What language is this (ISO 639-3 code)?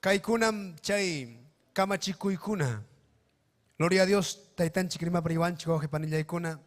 quy